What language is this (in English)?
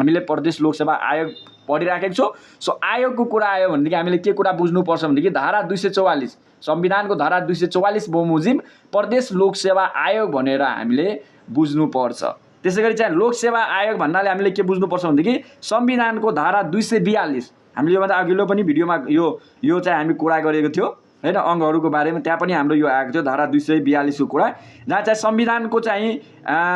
Nepali